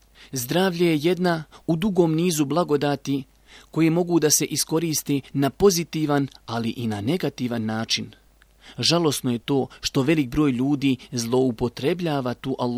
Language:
Bosnian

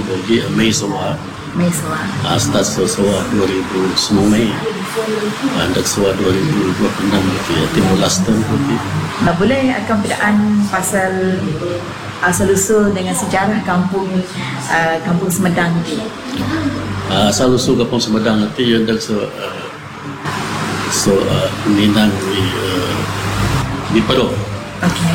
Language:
Malay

